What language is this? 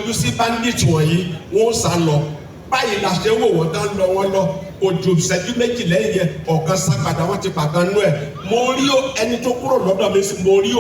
Yoruba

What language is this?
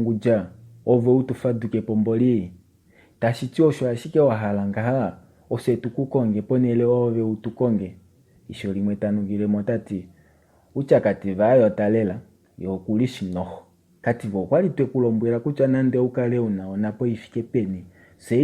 Kuanyama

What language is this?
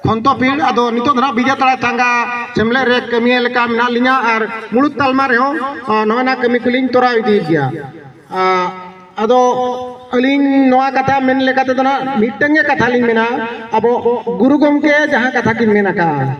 Santali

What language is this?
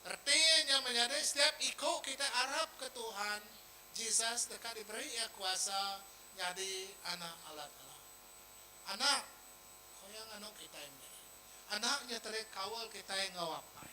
Iban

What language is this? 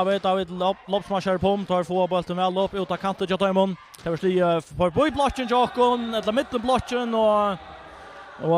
Faroese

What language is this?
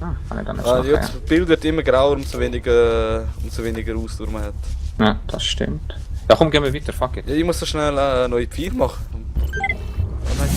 Swiss German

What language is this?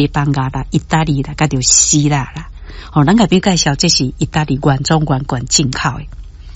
Min Nan Chinese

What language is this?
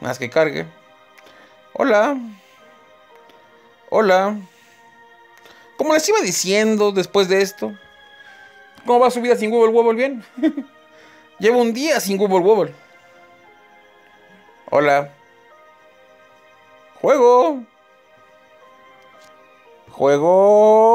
Spanish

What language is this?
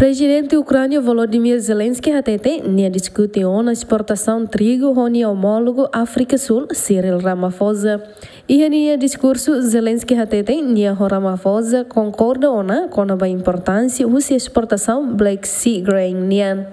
Tetum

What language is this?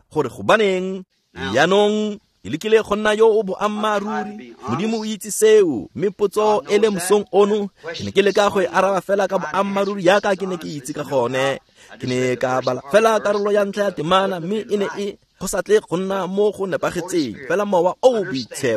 Tswana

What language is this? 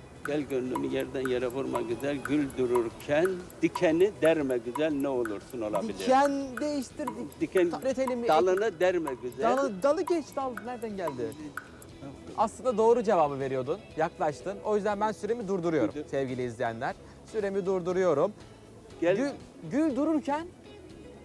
Turkish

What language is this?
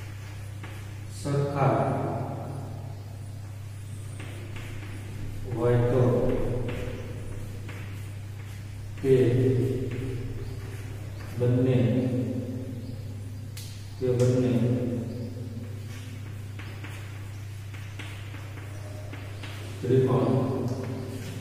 Gujarati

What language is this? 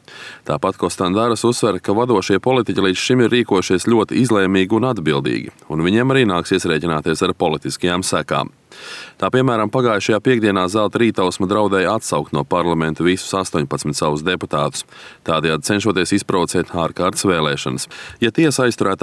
Latvian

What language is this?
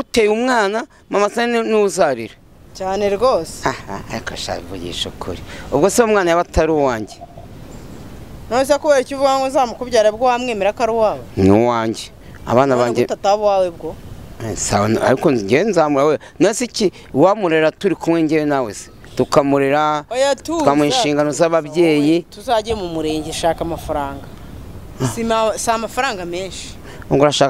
Kinyarwanda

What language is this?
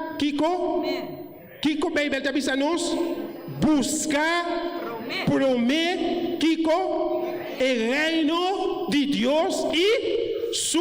Papiamento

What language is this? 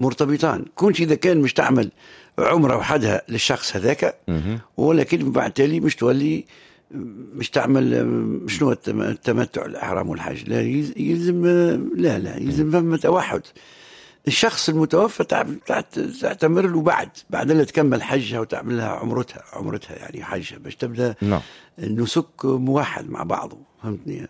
Tunisian Arabic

